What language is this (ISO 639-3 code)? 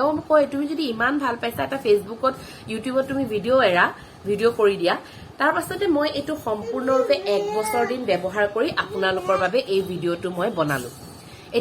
asm